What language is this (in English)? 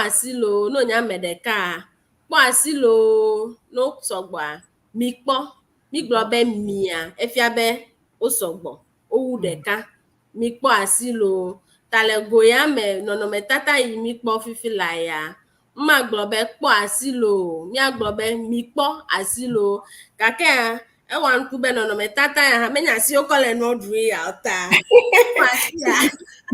Ewe